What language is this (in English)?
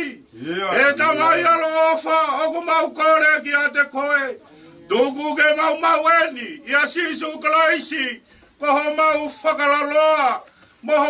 Tongan